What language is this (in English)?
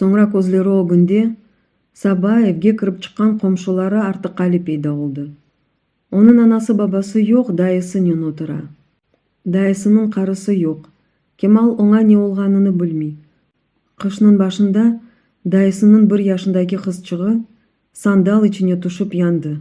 Crimean Tatar